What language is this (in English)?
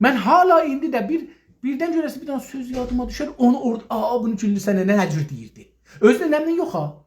South Azerbaijani